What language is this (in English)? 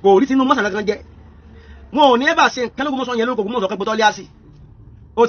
Yoruba